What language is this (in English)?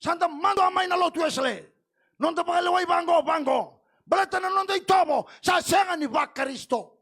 Fijian